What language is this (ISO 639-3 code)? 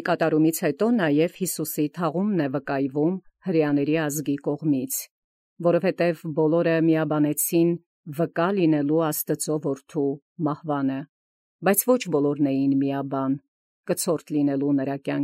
hye